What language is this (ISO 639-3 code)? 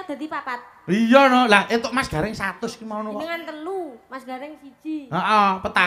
jav